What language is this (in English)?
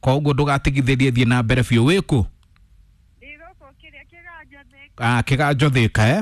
Kikuyu